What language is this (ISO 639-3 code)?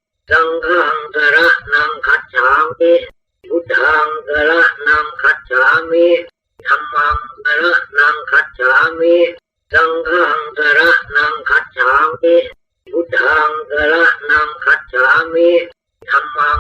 pli